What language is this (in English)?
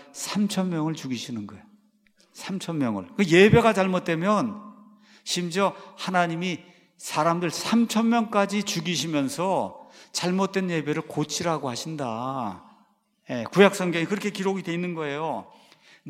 Korean